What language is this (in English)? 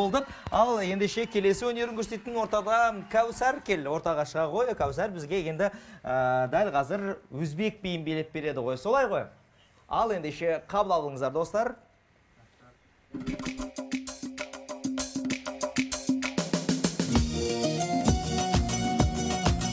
Kazakh